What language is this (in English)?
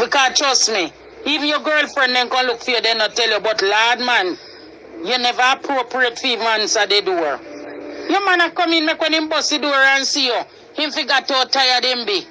Jamaican Creole English